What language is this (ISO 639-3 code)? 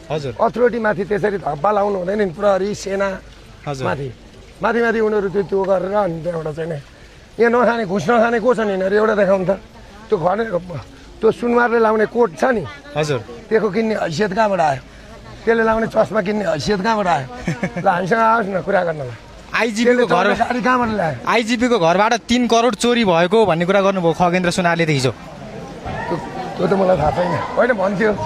nep